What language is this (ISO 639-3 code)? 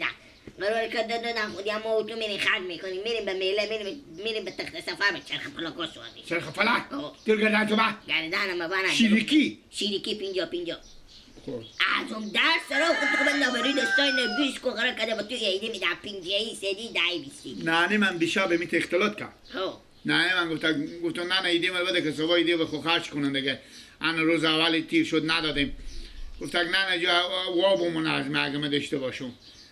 fas